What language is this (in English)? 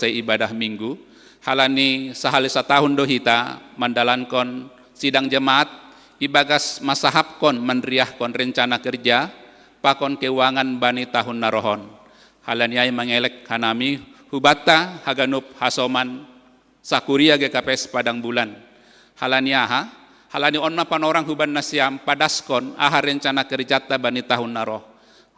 Batak Simalungun